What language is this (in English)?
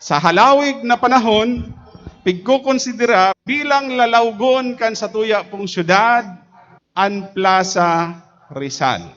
Bikol